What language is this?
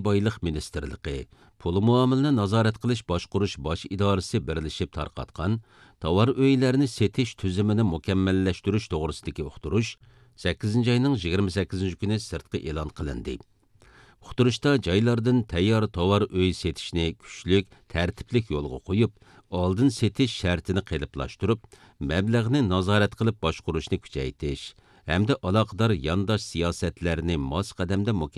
Uyghur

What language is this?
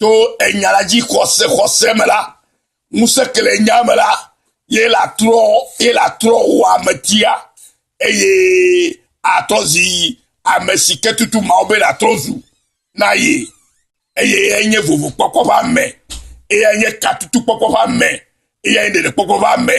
Ewe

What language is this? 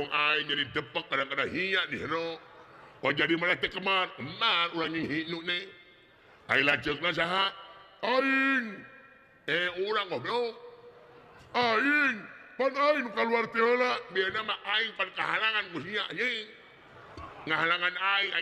Sundanese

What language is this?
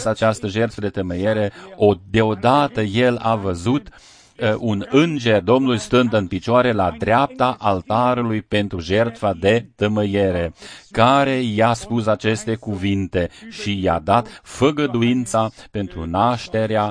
Romanian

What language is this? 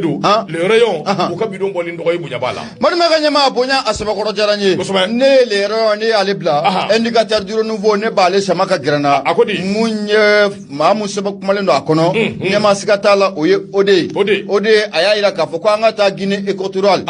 Bambara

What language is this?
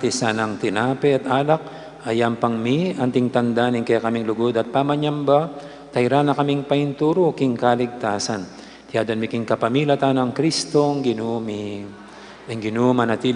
Pampanga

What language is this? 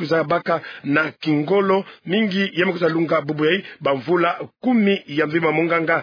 Kituba (Democratic Republic of Congo)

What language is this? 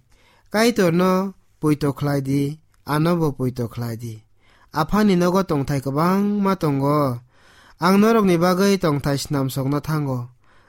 Kok Borok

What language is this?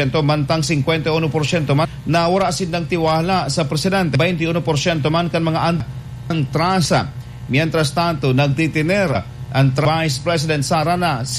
Bikol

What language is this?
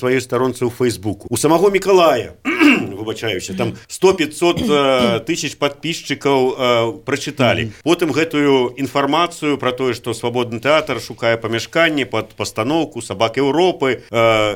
Belarusian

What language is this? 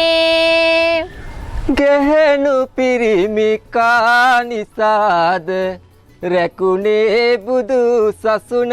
Sinhala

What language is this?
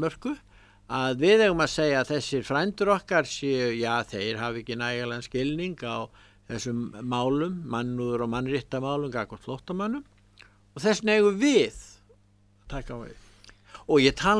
Icelandic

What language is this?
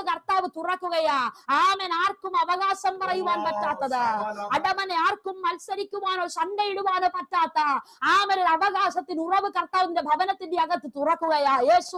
Malayalam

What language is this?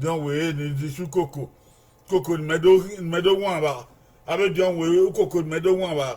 Bini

